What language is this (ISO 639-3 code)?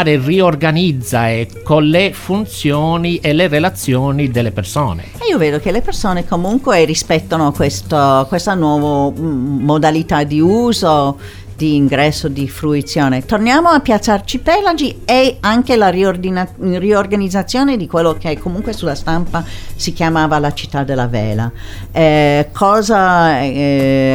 ita